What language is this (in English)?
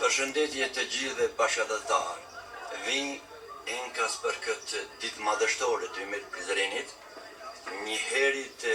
Albanian